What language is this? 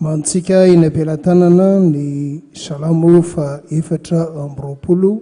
Malagasy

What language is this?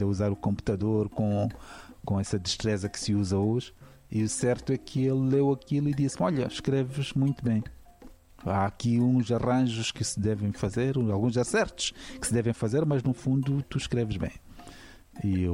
Portuguese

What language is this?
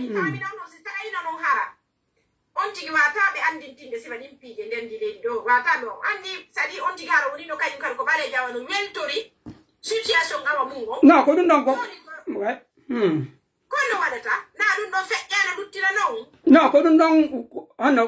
Pular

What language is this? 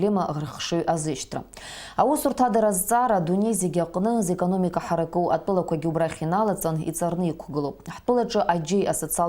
Abkhazian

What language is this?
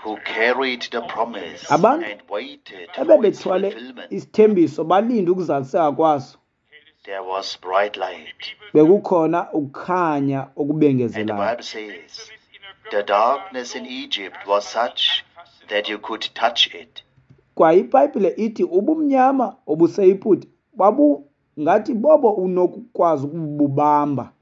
Xhosa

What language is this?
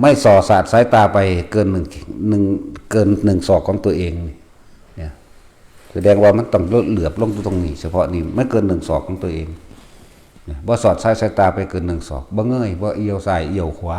Northeastern Thai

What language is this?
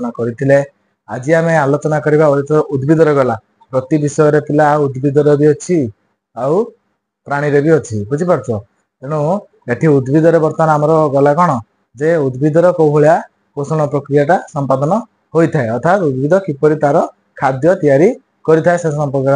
Odia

